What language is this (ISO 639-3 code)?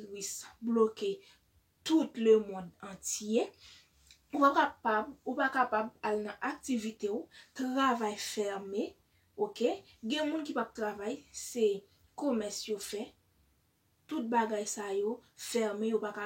hat